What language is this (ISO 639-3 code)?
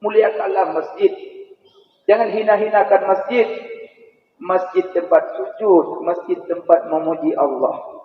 ace